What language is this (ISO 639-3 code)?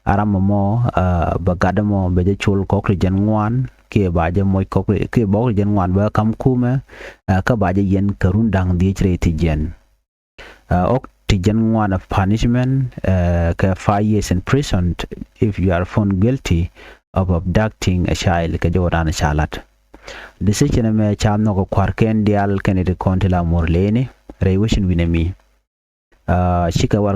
nus